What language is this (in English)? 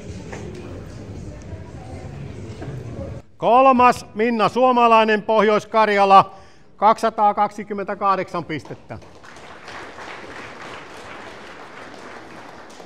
Finnish